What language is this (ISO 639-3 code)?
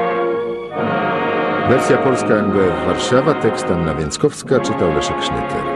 pol